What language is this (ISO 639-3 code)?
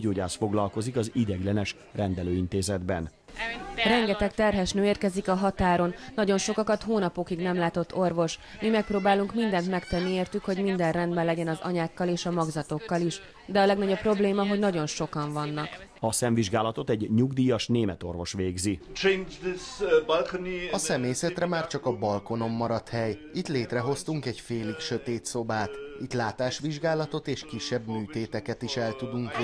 hun